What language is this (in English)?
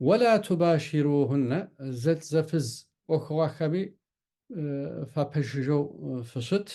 Kabardian